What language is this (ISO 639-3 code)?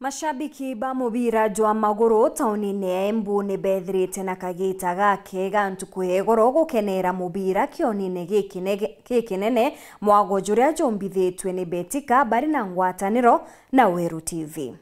mer